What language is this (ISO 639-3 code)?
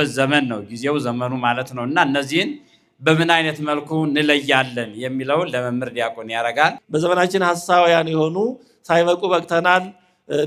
amh